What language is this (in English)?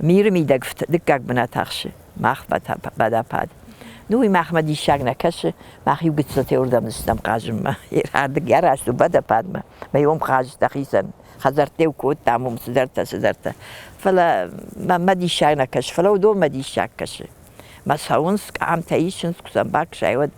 Ossetic